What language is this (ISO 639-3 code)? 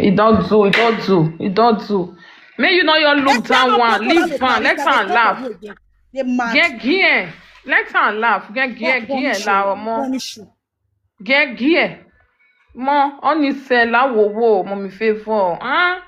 pcm